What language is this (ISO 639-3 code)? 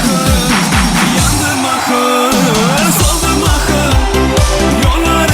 tuk